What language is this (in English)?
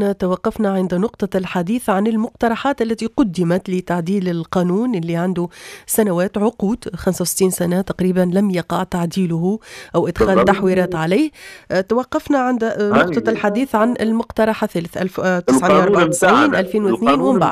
Tunisian Arabic